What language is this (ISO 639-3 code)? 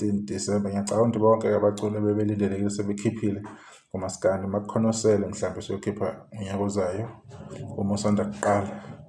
zul